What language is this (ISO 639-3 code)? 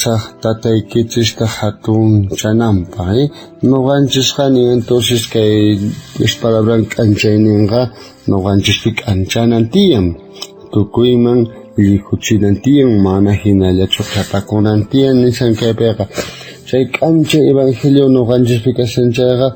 quh